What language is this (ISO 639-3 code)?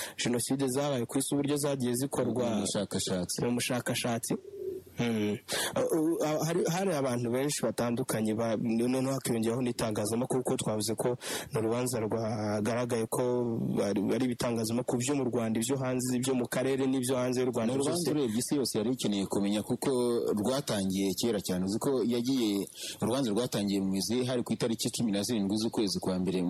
kin